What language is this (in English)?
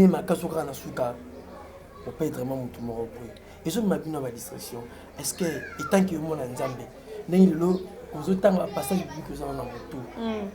Lingala